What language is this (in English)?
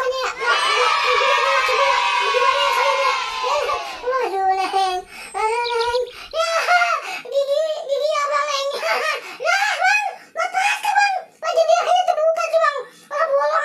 Betawi